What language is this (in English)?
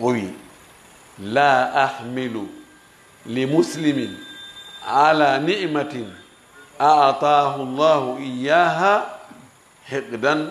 Fula